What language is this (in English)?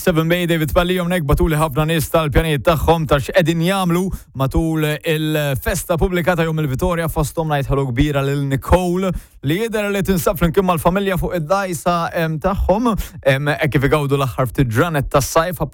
Maltese